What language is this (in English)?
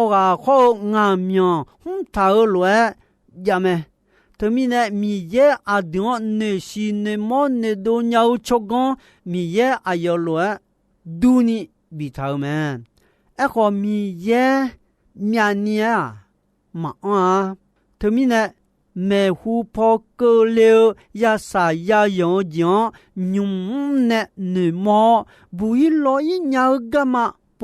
Akha